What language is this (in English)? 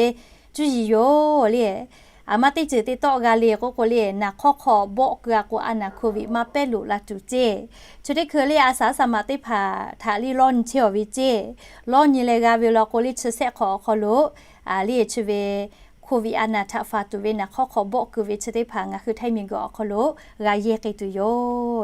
Lahu